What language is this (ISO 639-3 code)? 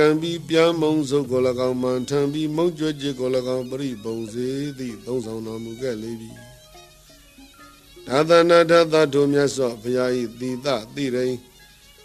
mya